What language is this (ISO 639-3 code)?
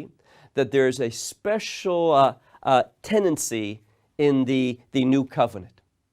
eng